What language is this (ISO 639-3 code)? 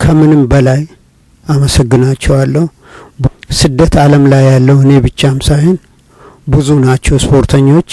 amh